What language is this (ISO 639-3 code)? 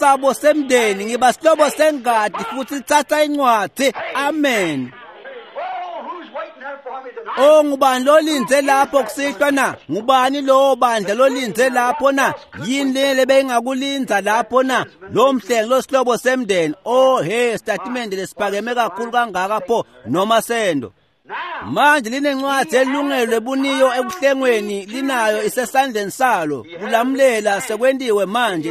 ssw